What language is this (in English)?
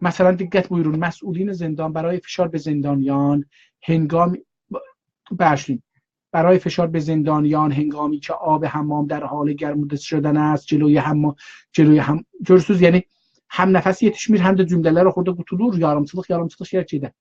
South Azerbaijani